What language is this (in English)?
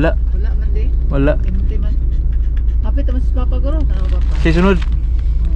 Cebuano